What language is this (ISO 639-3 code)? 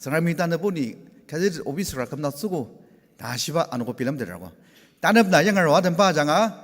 njo